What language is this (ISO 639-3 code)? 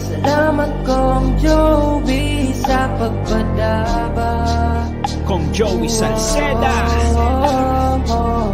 bik